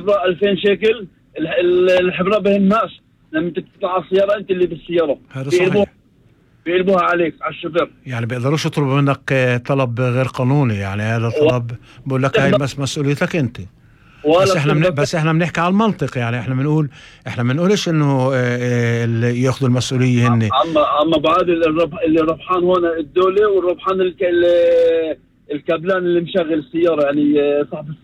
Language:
North Levantine Arabic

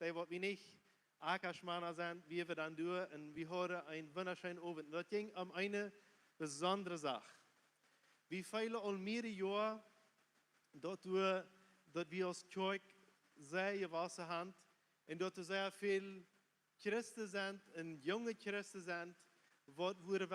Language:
Plautdietsch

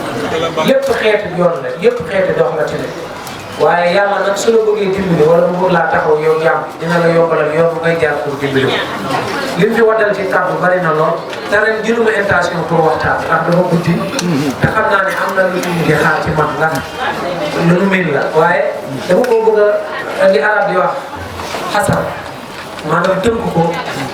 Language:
Wolof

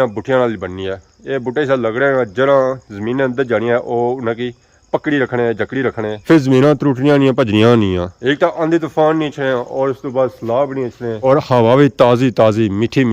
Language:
Pahari-Potwari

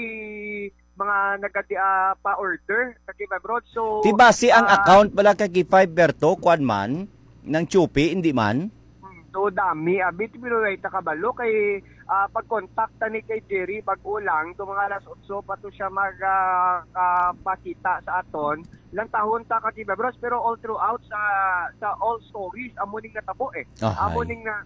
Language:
Hiligaynon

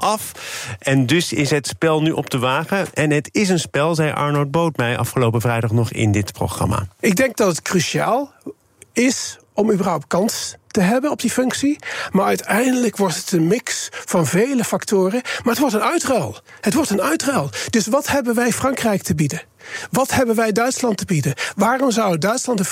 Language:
Dutch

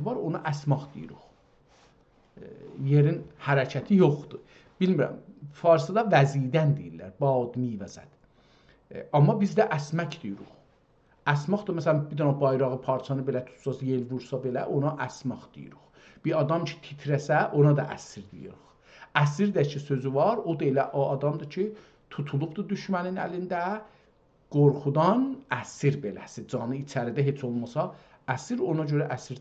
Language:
South Azerbaijani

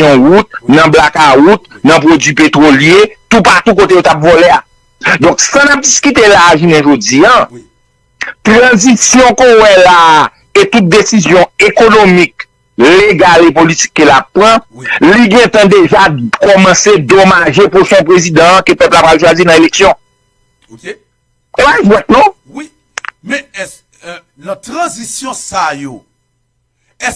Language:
Haitian Creole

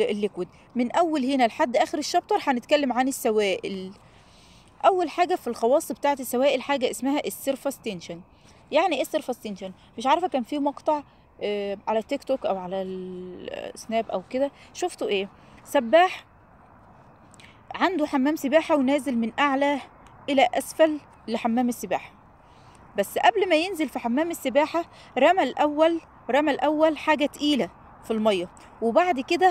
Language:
Egyptian Arabic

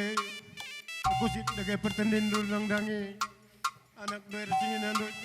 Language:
Batak Karo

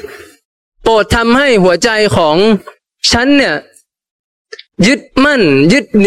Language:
Thai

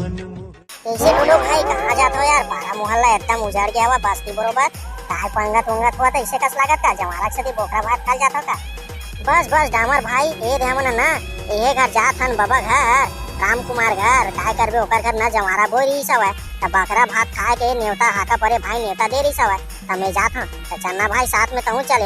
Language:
Chhattisgarhi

